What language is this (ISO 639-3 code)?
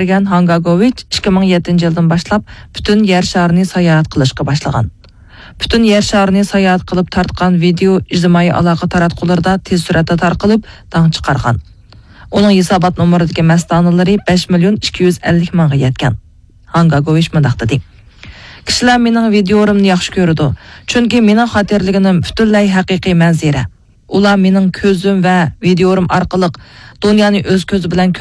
uig